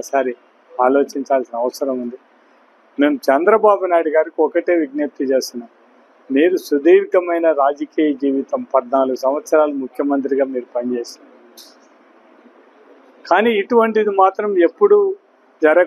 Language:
Telugu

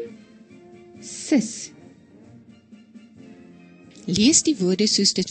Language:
Afrikaans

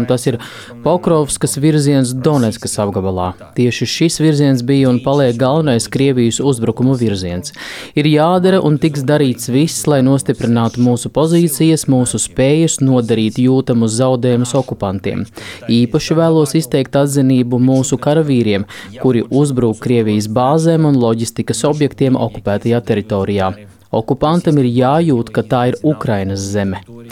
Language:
Latvian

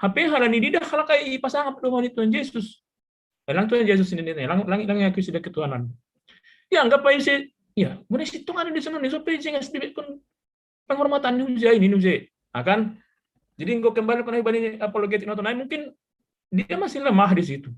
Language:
Batak Simalungun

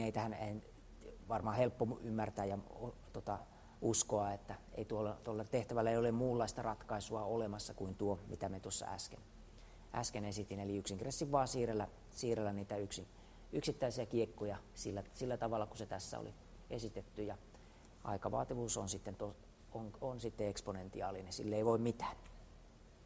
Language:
Finnish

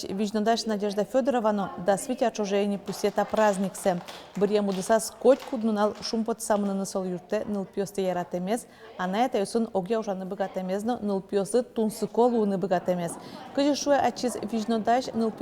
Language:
Udmurt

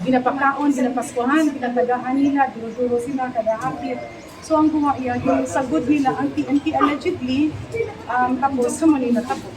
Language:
Hiligaynon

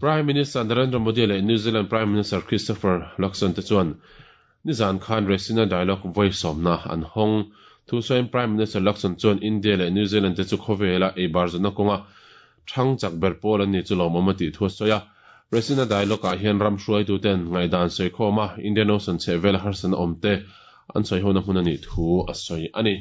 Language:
Mizo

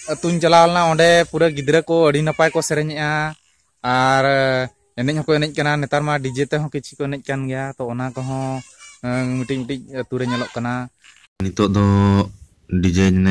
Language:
Santali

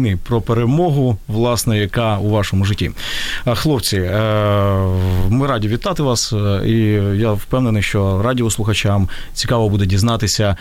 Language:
Ukrainian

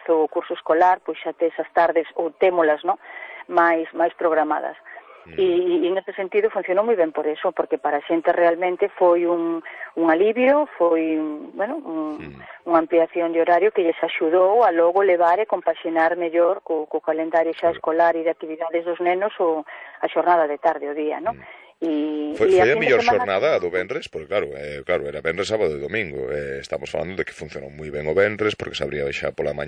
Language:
Galician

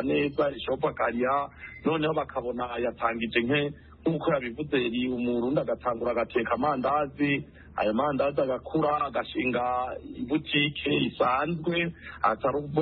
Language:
Kinyarwanda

